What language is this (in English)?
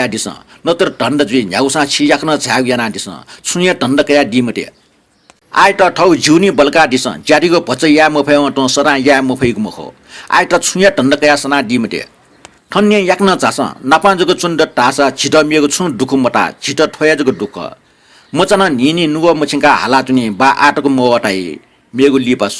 Newari